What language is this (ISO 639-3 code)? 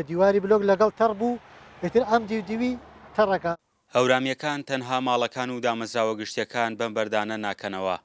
ckb